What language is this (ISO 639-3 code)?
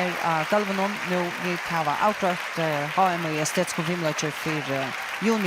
fao